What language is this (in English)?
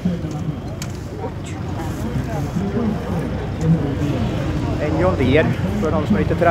Swedish